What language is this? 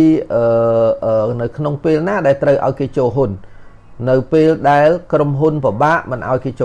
Khmer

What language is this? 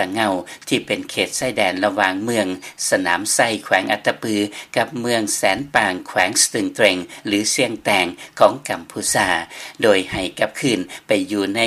Lao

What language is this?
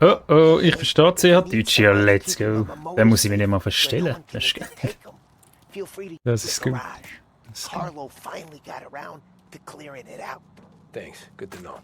Swiss German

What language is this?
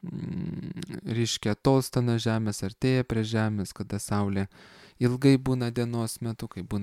Lithuanian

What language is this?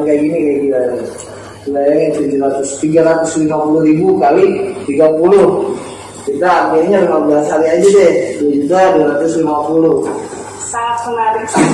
Indonesian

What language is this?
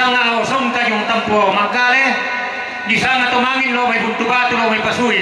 Toraja-Sa'dan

